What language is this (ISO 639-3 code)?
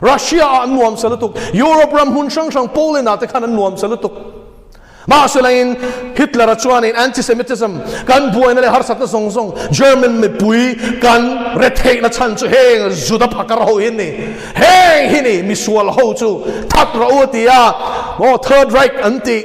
lus